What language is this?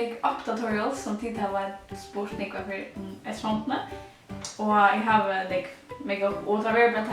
Faroese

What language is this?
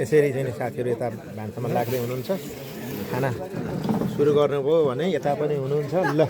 Nepali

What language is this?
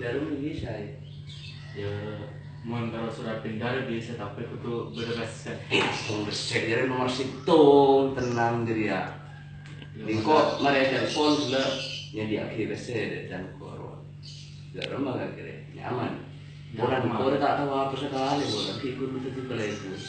Madurese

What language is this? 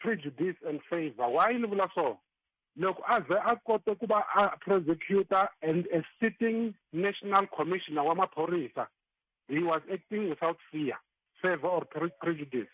Tsonga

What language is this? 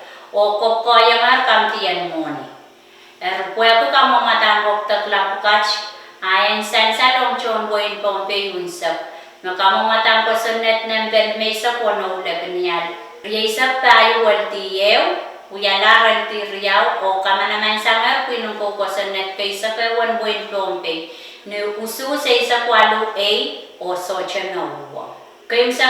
Pohnpeian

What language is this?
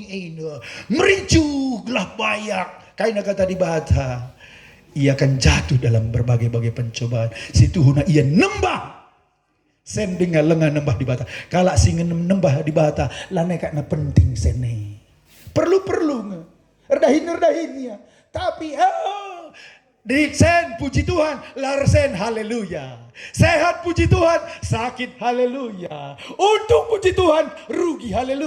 Batak Karo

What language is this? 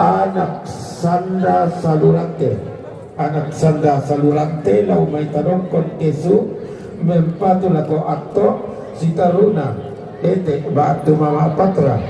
Toraja-Sa'dan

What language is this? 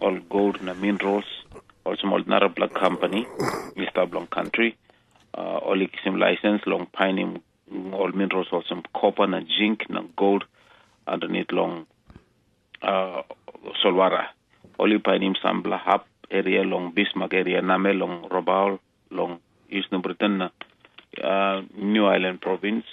Tok Pisin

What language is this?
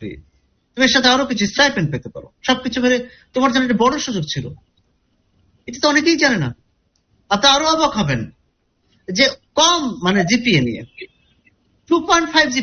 Bangla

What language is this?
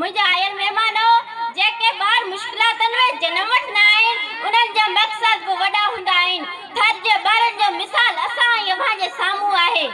Sindhi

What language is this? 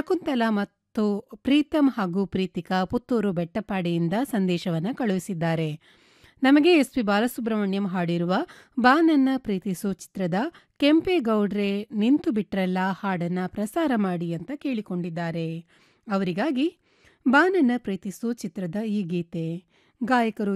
Kannada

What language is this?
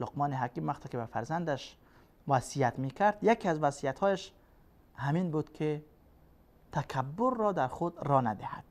Persian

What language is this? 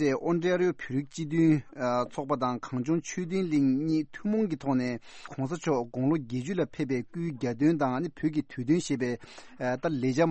Tibetan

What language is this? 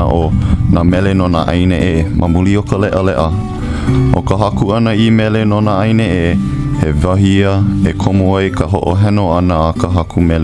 Hawaiian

